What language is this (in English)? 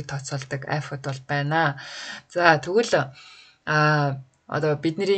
Mongolian